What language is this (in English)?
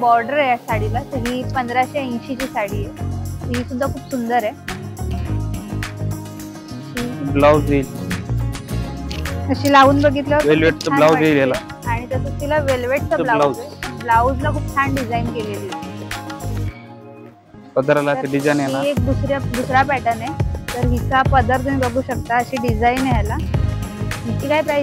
Marathi